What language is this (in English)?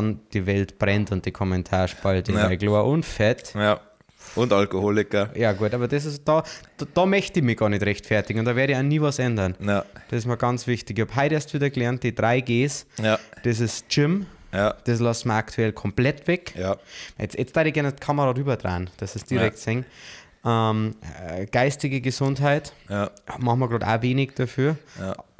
Bavarian